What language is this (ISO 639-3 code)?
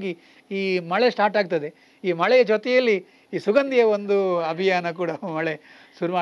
kan